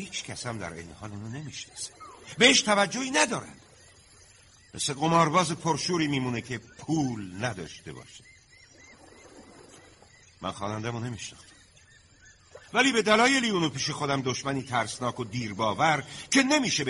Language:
Persian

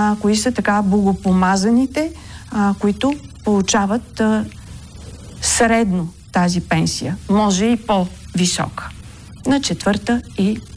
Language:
Bulgarian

